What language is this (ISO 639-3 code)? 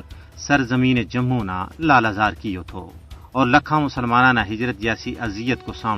gju